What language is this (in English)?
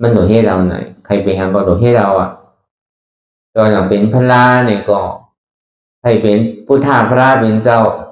Shan